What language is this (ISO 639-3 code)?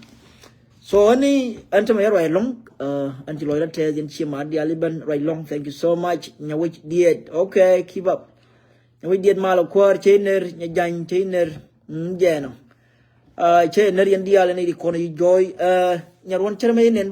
nus